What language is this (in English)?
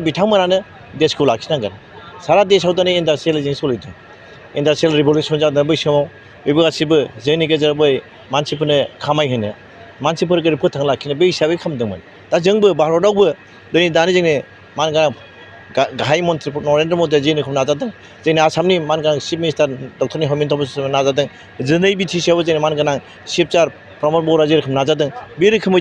Bodo